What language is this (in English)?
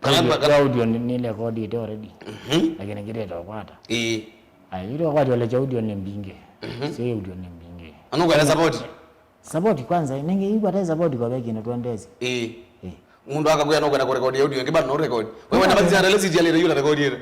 Kamba